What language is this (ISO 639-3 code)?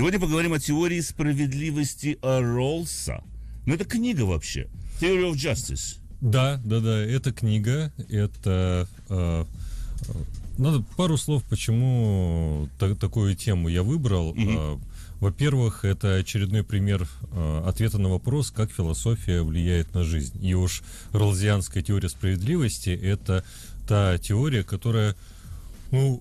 rus